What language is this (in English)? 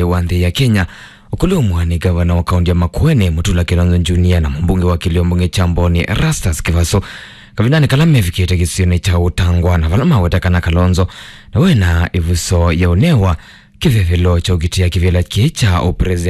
Kamba